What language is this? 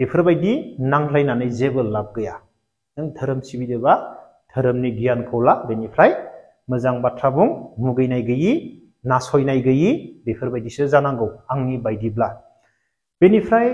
Bodo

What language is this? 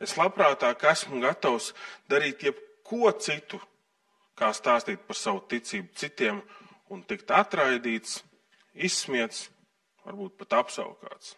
Latvian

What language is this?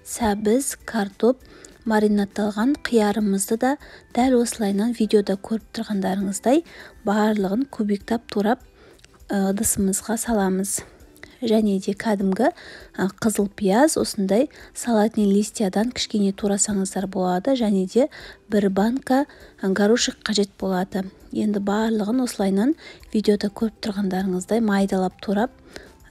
Kazakh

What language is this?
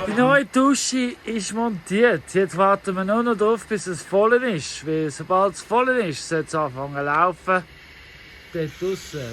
Swiss German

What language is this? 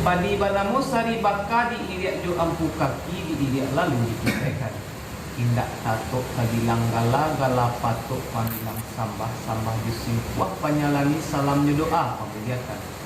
Minangkabau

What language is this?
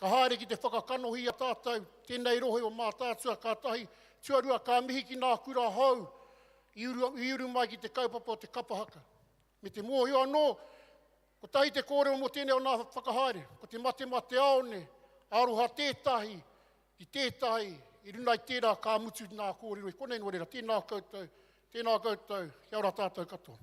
Māori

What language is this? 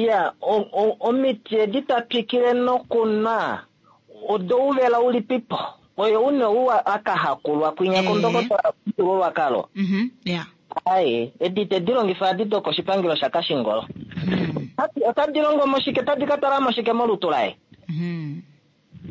Kuanyama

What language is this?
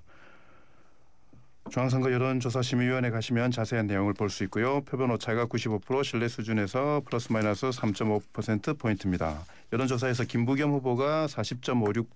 Korean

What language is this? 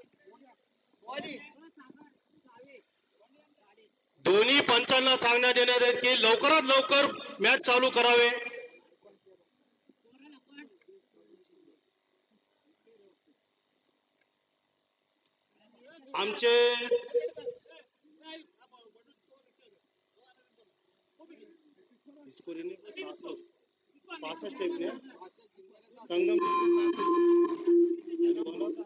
Marathi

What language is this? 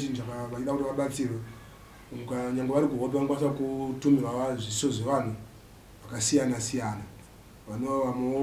Shona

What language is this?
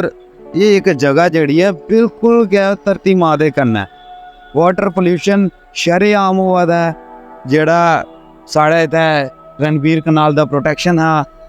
Dogri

